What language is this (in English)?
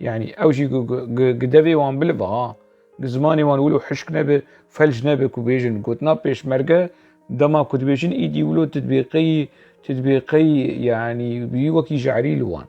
Kurdish